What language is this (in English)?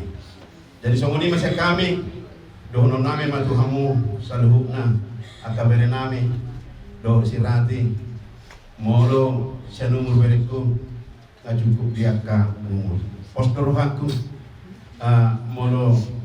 Batak Toba